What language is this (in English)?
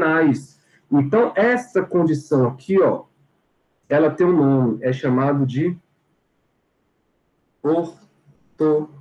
Portuguese